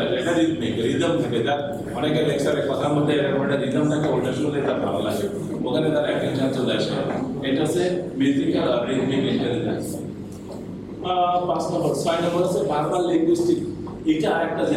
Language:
Bangla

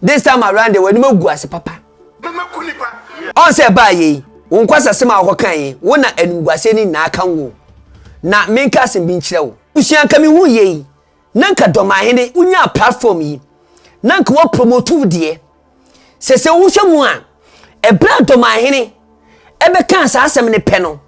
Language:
Akan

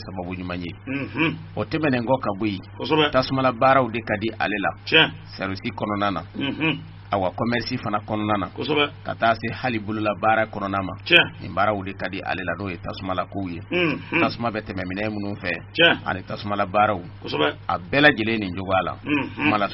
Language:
Bambara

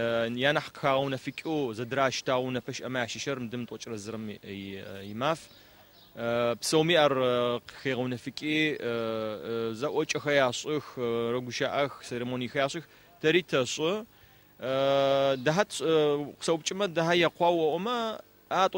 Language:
Adyghe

